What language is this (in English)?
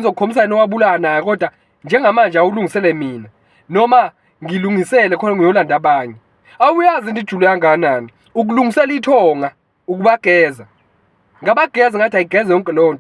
Zulu